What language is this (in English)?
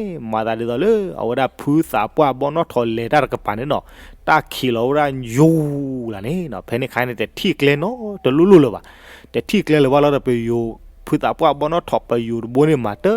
S'gaw Karen